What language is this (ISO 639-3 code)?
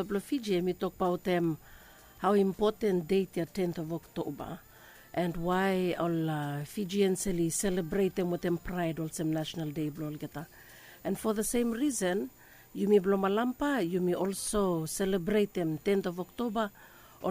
bis